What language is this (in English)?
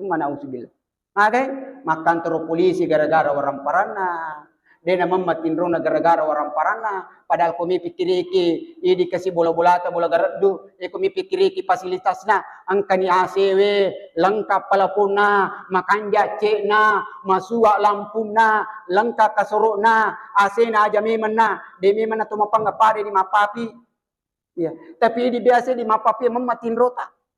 Buginese